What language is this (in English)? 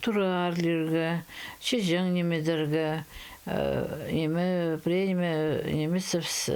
Khakas